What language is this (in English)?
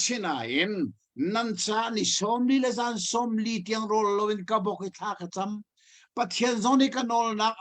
Hakha Chin